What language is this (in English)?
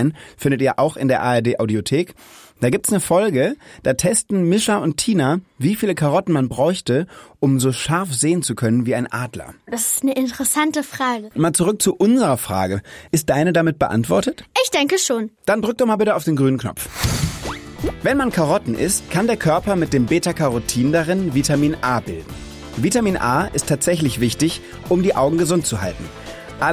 German